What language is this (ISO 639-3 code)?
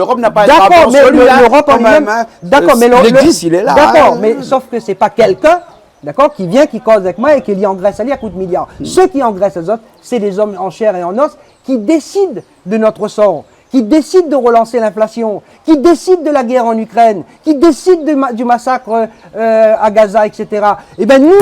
rcf